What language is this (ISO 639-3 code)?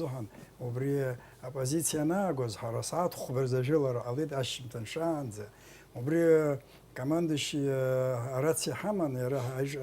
abk